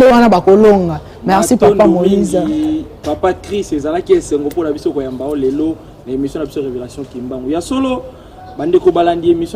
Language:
Lingala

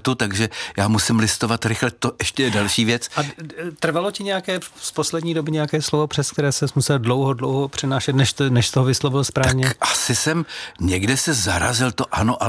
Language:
Czech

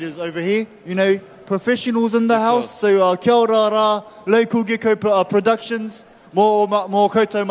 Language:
Māori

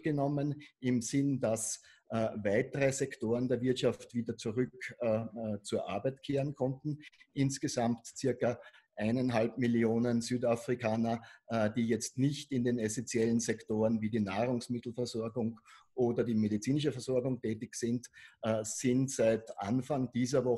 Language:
German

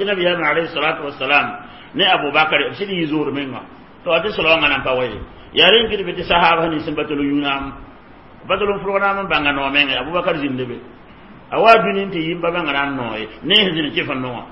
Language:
Mossi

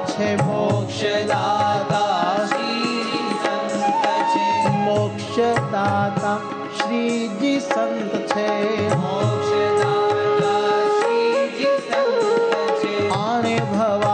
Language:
Gujarati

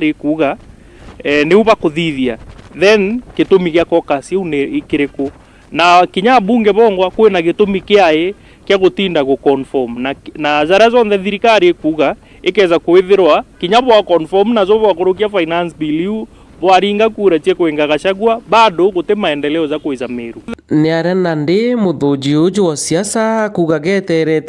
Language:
Meru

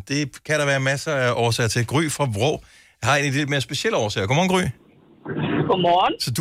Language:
Danish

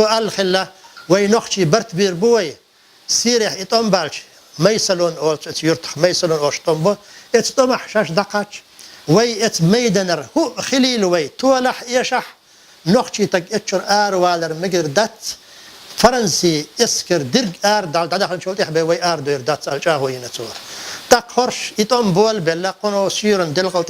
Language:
Chechen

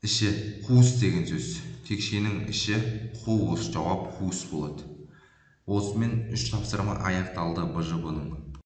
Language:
Kazakh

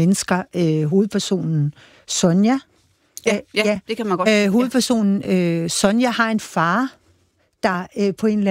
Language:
Danish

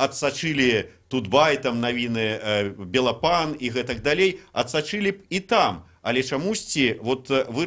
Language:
Belarusian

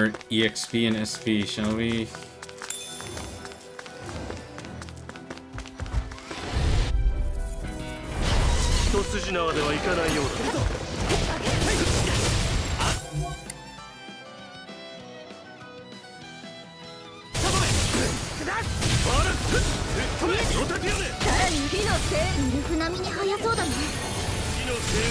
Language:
Japanese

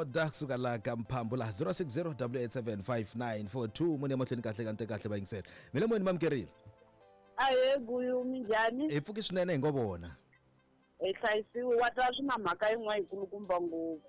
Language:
Tsonga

